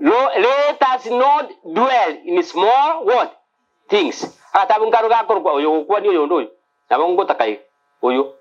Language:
Gusii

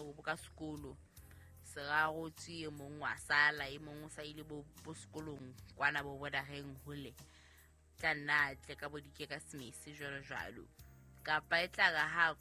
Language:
Southern Sotho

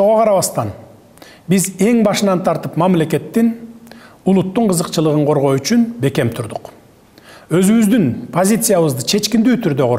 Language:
Kyrgyz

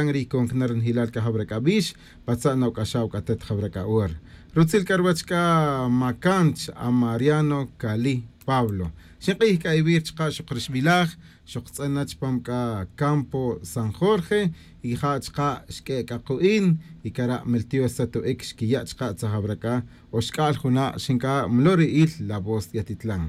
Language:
Kaqchikel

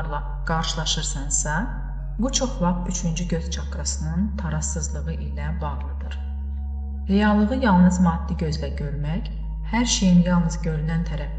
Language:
Azerbaijani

